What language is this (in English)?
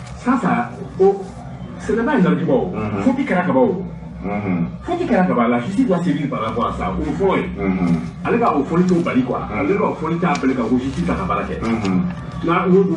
Bambara